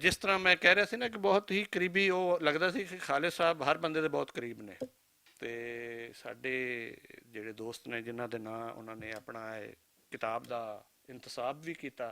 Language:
Western Panjabi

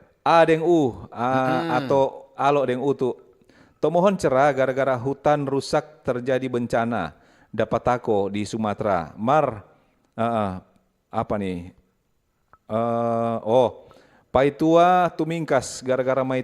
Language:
Manado Malay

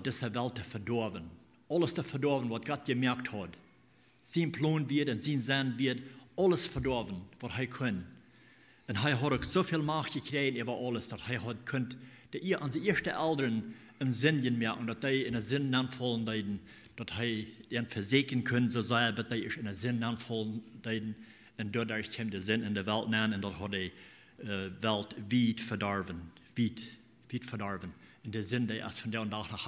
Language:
Plautdietsch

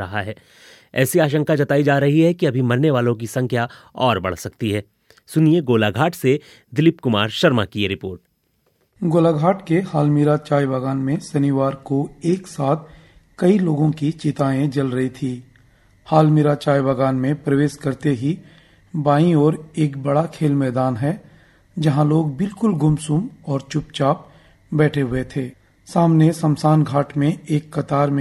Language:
Hindi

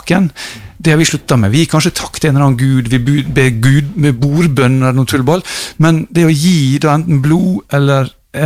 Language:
Norwegian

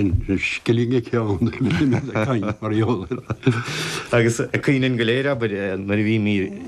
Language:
Irish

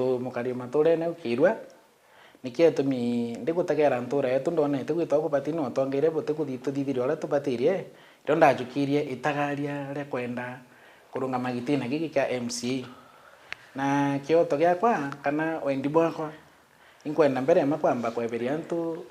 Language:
Meru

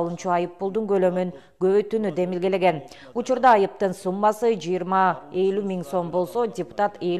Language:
Kyrgyz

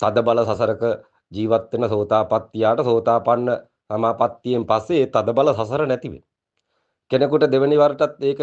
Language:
Sinhala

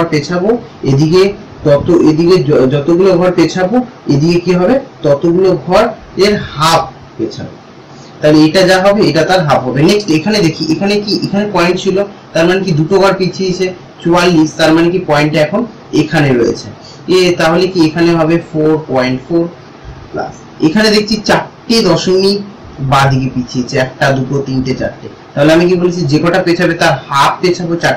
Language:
Bangla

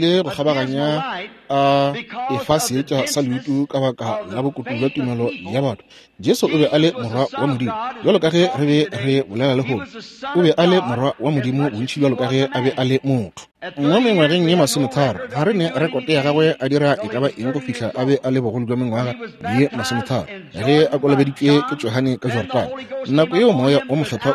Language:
Northern Sotho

